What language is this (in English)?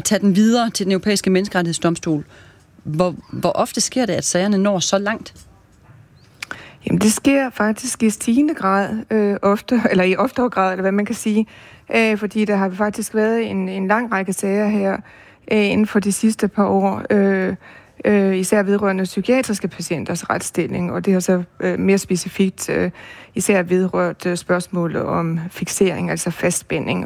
Danish